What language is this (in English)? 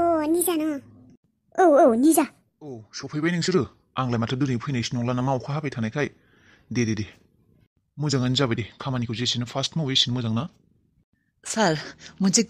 Bodo